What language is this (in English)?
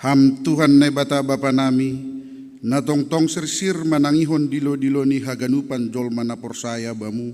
Batak Simalungun